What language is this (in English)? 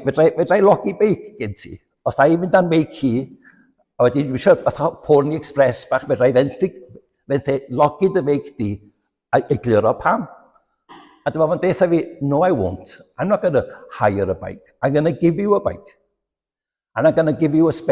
Welsh